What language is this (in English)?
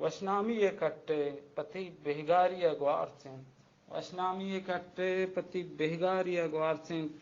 Baluchi